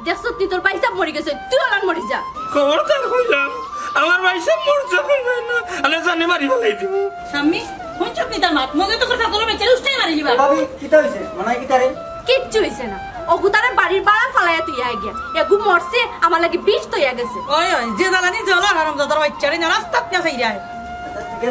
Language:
Sylheti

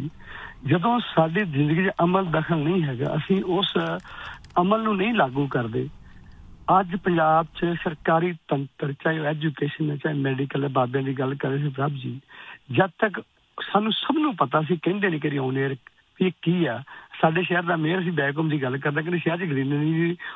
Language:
Punjabi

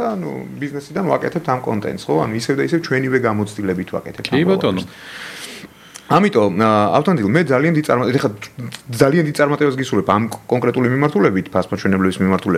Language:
Georgian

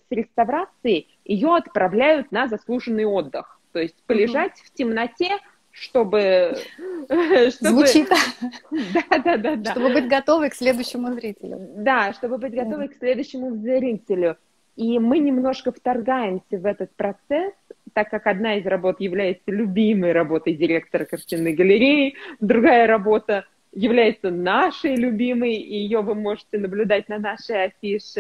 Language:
Russian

